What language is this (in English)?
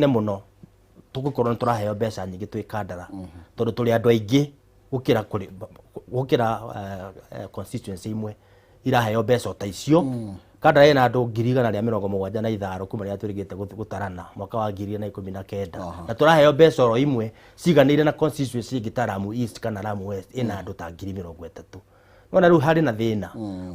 Kikuyu